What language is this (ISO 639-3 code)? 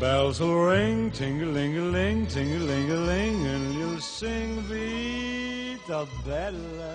nap